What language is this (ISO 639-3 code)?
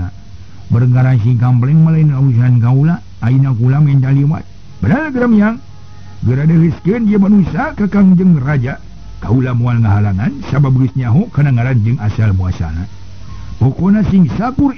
sun